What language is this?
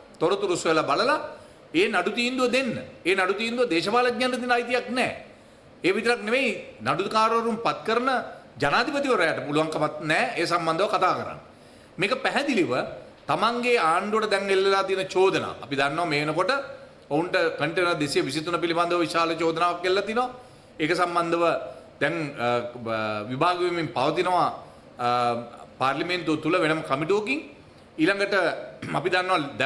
Sinhala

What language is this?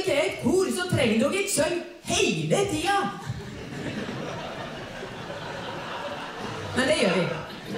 Norwegian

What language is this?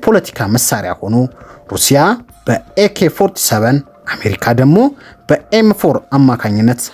Amharic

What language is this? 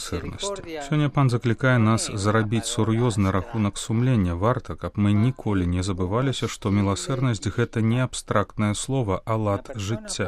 Belarusian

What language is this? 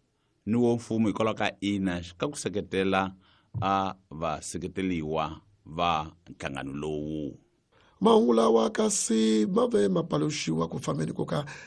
Tsonga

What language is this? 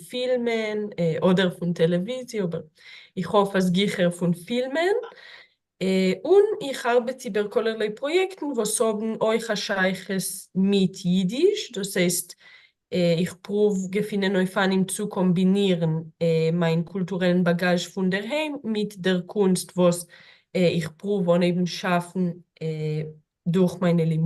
Yiddish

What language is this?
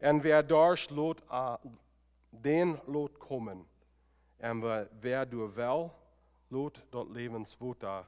Plautdietsch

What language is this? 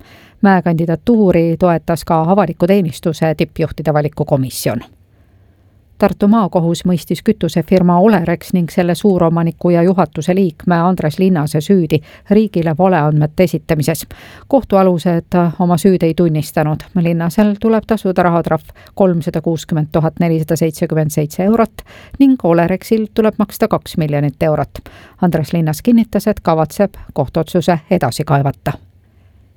Estonian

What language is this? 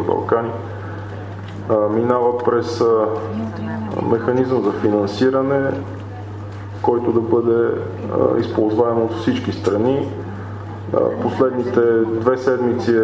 Bulgarian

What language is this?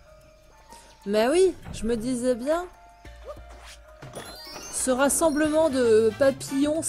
French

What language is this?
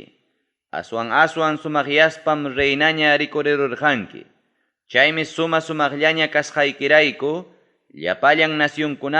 Ayacucho Quechua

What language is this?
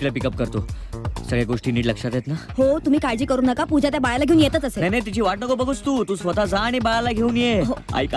Marathi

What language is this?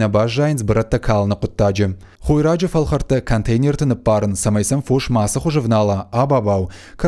Ossetic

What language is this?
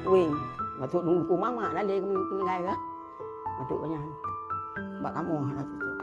Achinese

